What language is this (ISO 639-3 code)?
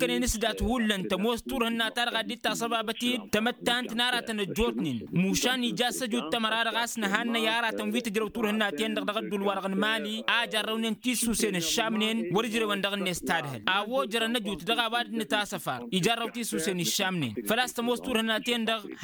taq